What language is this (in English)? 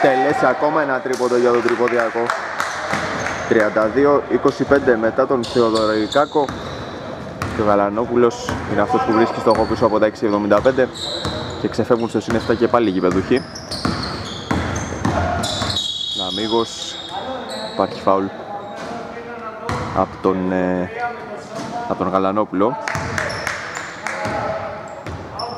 Greek